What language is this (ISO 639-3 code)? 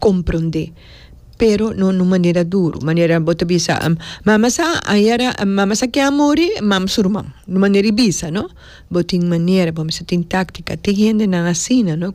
pap